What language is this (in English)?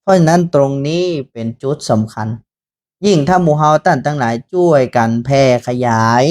Northern Thai